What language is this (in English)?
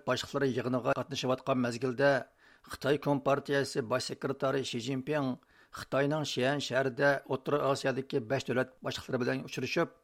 Uyghur